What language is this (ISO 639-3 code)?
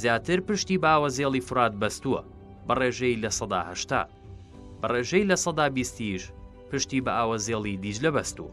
ckb